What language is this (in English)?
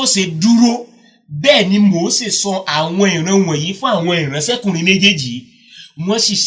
Yoruba